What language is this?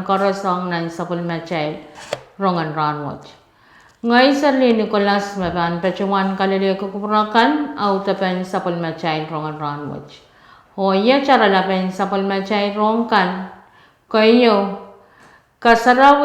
Pohnpeian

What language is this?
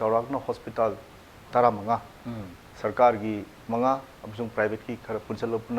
Manipuri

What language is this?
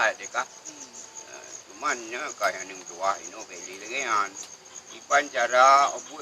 Achinese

